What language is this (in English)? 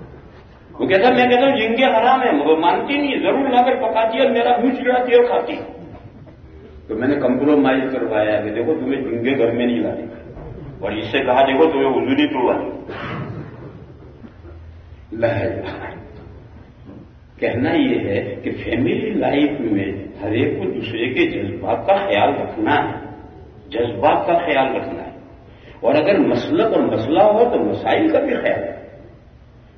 Urdu